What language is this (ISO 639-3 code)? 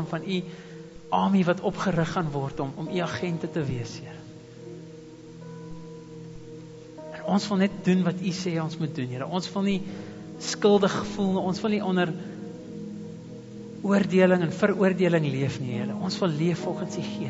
afr